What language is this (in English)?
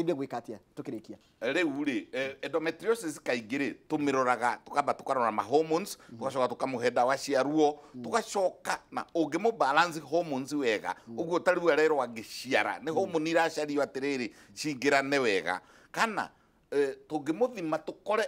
Kikuyu